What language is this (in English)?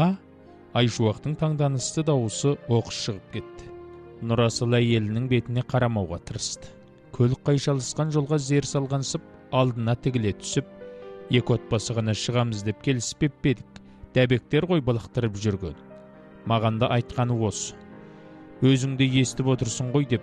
Kazakh